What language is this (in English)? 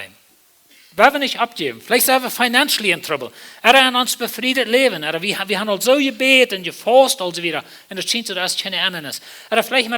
Plautdietsch